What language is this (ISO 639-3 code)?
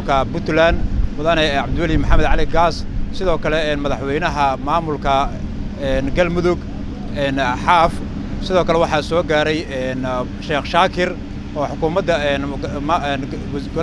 som